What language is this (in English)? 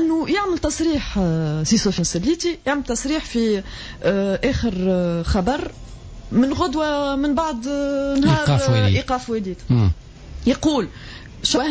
Tunisian Arabic